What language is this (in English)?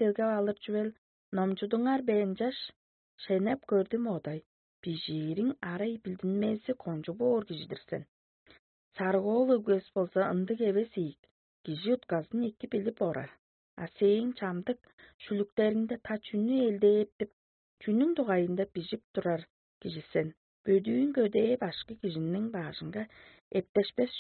Tuvinian